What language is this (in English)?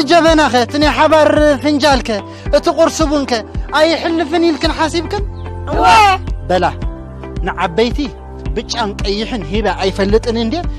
Tigrinya